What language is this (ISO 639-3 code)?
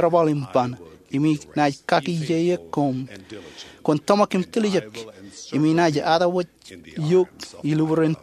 mah